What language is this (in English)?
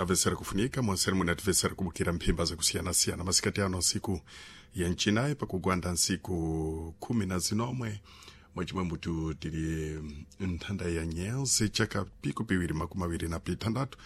Sena